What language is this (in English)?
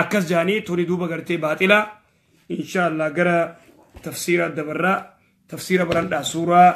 Oromo